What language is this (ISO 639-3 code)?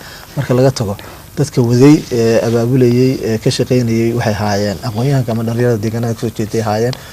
som